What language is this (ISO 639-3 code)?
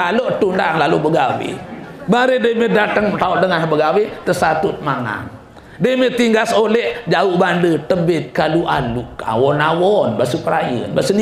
sas